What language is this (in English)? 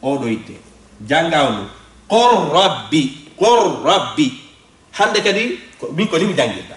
Fula